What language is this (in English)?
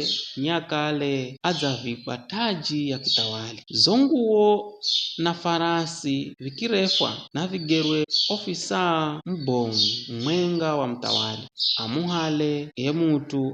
Giryama